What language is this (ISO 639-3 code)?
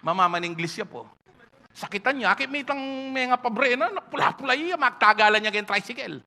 pam